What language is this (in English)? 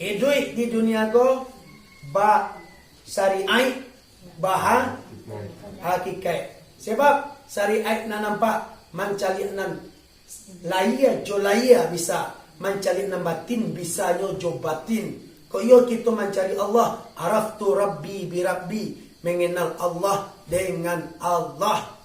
Minangkabau